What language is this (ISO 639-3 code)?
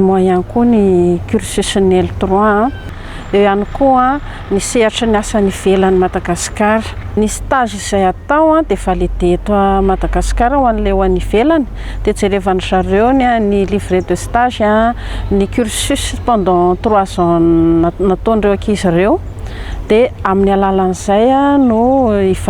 mlg